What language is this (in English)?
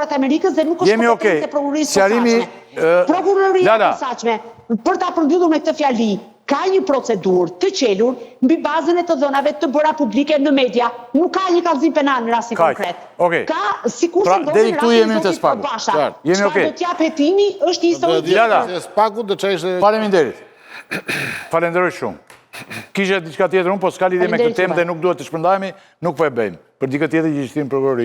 Albanian